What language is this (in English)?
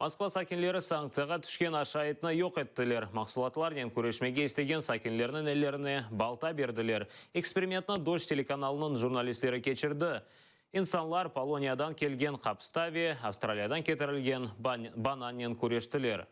Crimean Tatar